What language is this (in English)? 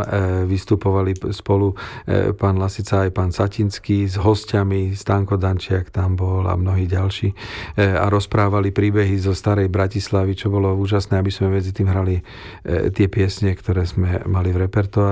Slovak